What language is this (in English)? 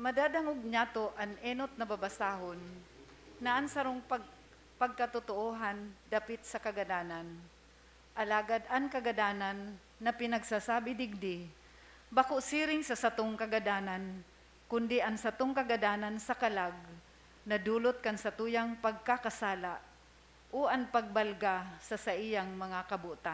Bikol